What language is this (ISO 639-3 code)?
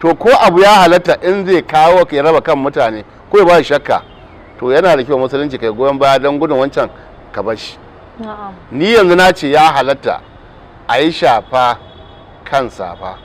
hau